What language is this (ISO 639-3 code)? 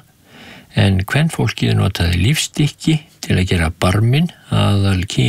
isl